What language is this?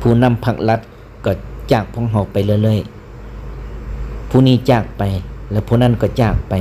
Lao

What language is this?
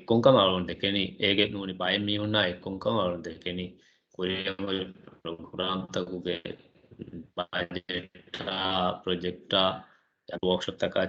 Divehi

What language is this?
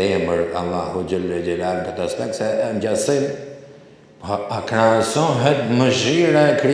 Albanian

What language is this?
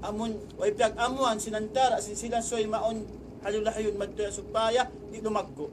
Tausug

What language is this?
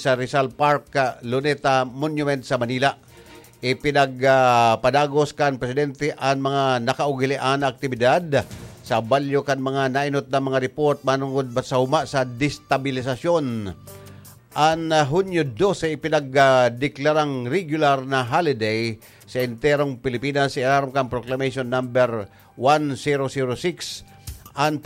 Bikol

